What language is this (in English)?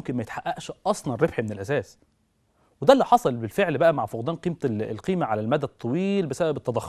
Egyptian Arabic